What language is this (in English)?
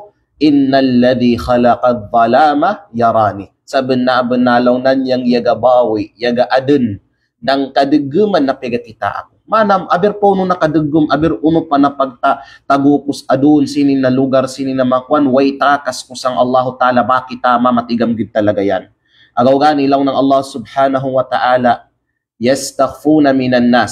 Kalagan